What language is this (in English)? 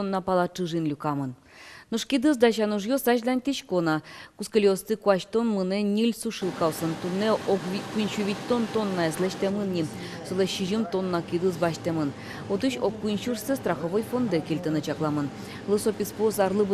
Udmurt